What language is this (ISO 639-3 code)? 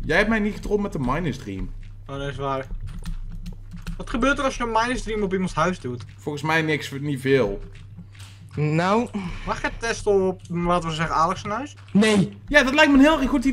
nld